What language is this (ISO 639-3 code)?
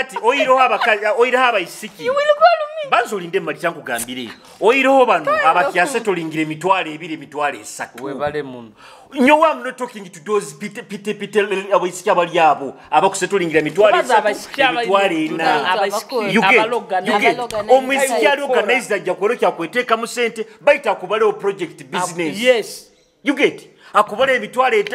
nyo